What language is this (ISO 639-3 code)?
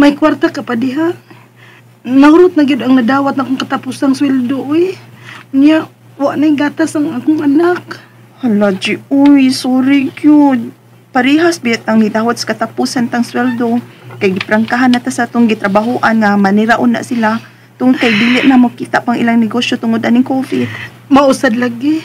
ceb